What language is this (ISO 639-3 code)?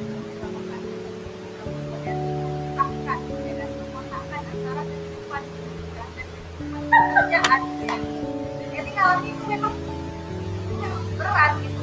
ind